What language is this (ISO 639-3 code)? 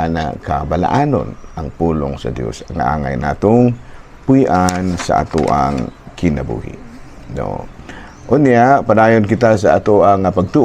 ceb